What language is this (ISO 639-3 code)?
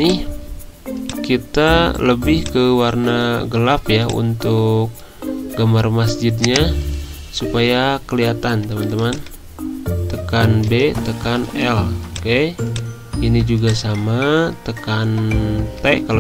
ind